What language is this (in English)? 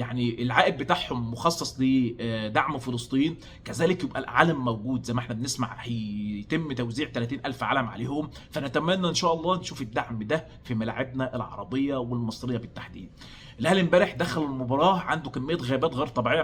Egyptian Arabic